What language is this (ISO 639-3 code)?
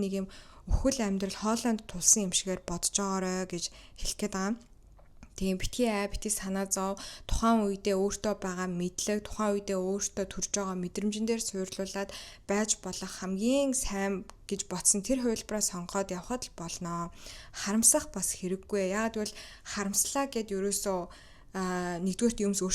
mon